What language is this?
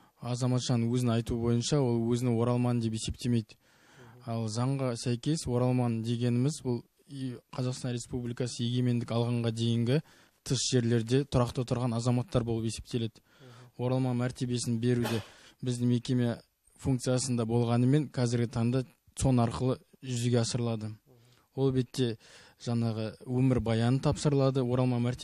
Kazakh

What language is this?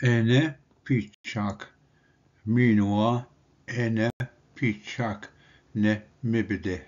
Ojibwa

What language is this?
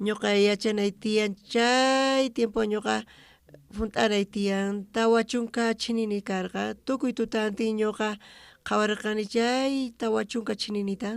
South Bolivian Quechua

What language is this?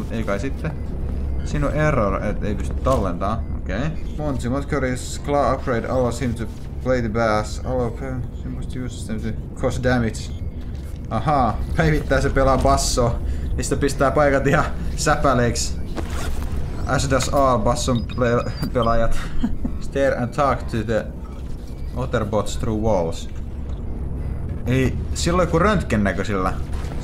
Finnish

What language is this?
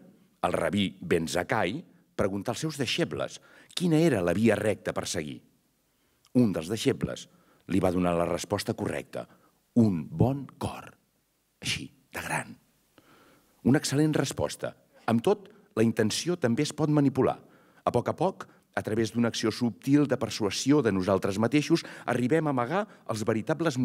Catalan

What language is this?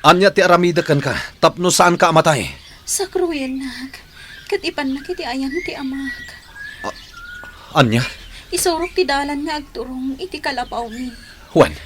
Iloko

